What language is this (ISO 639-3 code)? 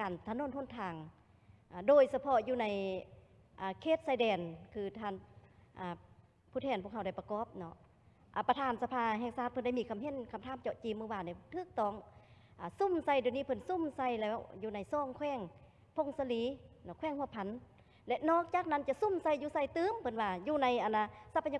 lao